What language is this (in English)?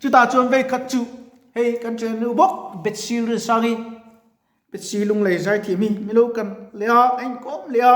Mizo